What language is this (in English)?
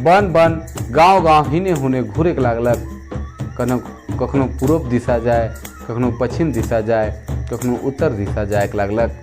Sadri